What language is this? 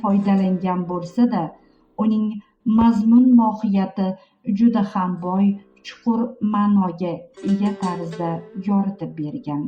Uzbek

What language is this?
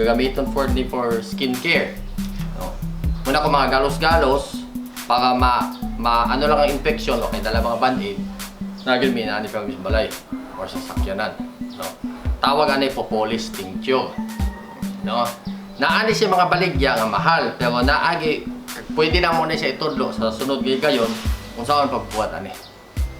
Cebuano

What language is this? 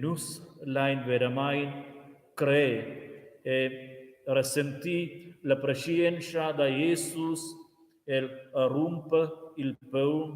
Romansh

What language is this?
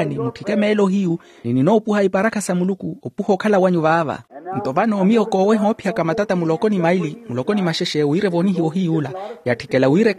Makhuwa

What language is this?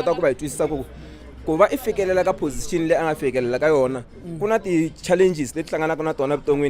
Tsonga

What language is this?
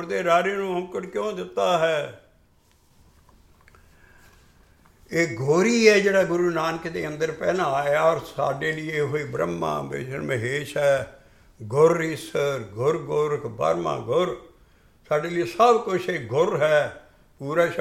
Punjabi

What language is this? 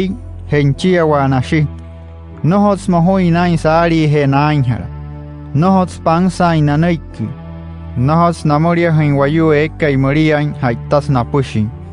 Wayuu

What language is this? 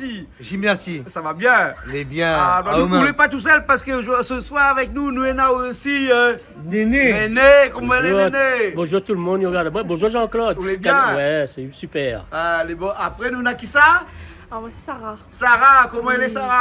Réunion Creole French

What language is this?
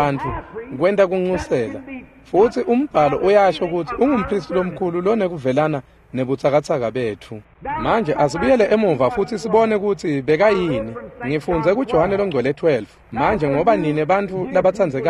Swati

